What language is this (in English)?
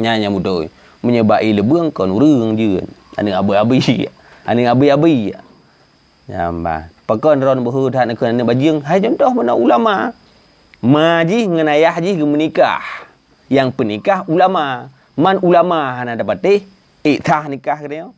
Achinese